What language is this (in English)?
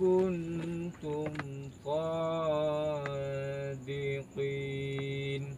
Achinese